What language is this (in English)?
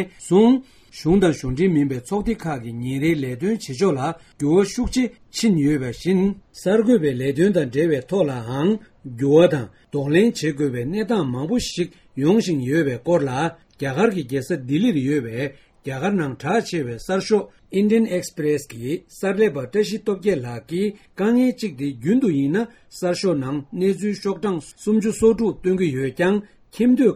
Tibetan